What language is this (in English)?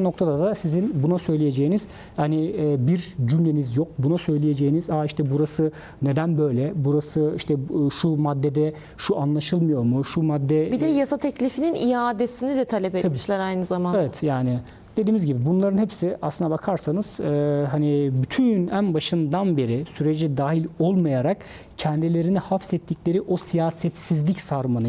Turkish